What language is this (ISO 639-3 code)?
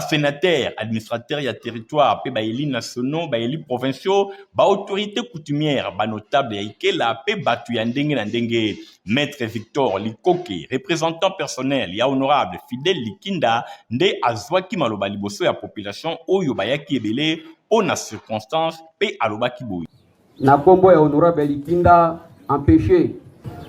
lin